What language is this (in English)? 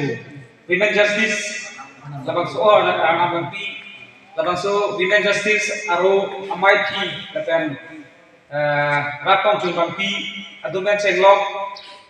Karbi